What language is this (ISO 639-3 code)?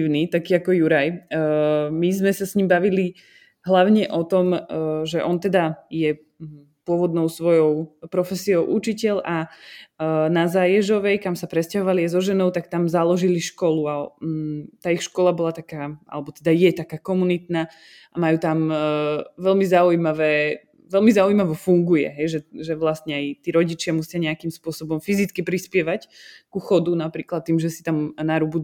slk